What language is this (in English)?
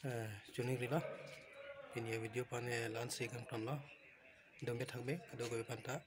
Karbi